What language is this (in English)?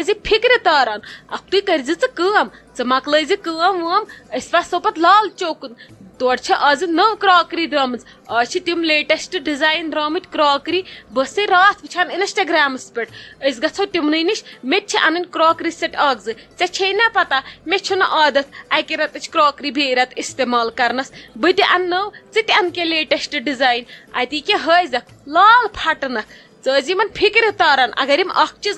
Kashmiri